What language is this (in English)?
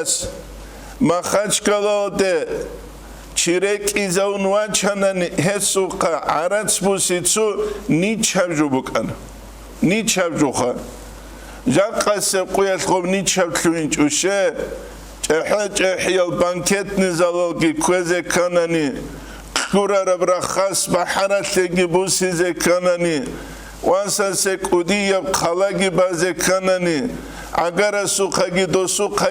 Avaric